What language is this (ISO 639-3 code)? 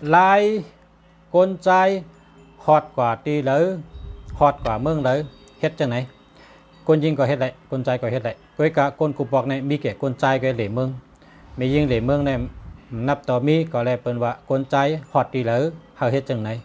shn